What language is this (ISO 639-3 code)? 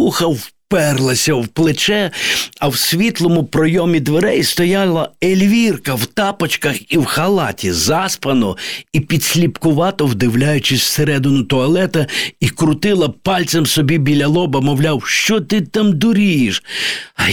ukr